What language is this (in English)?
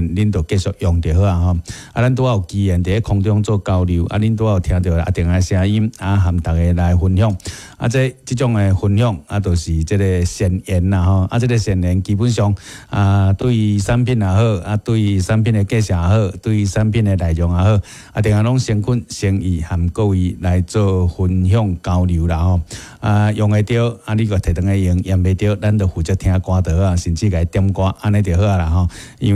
Min Nan Chinese